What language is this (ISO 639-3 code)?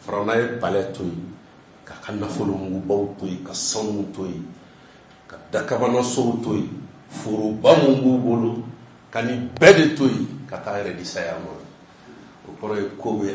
bam